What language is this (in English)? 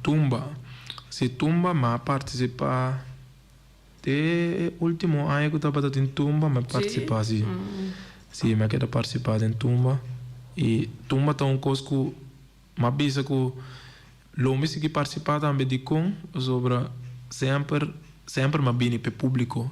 Papiamento